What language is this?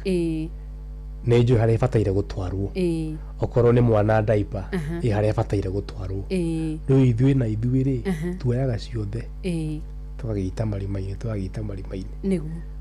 Kikuyu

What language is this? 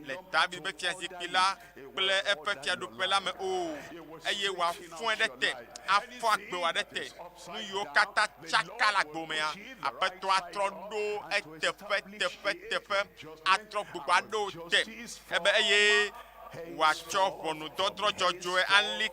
Ewe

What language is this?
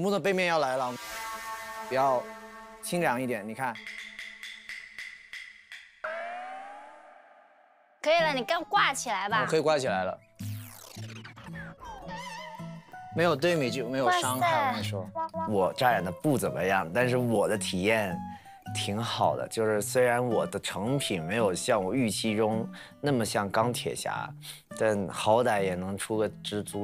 Chinese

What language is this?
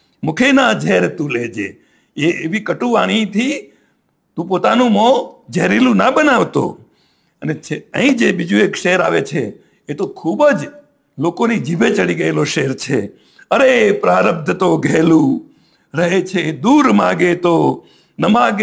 Gujarati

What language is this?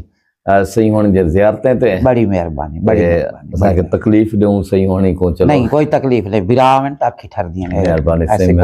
Saraiki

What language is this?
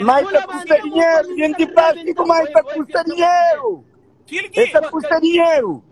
Kabuverdianu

